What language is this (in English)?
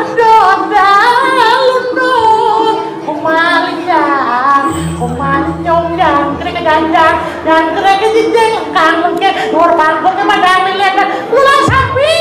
Balinese